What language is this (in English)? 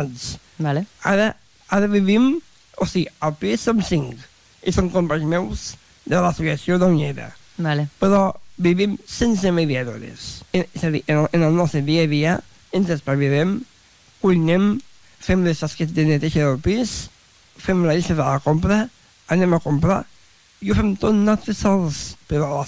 Catalan